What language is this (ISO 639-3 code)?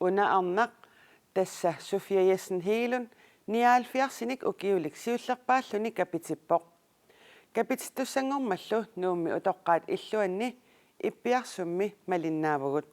kal